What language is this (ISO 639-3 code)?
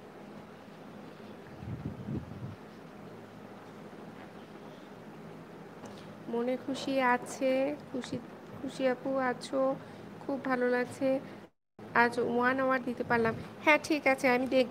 ben